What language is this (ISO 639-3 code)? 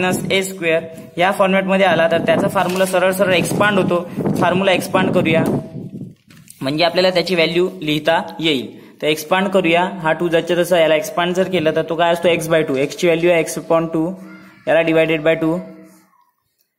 mar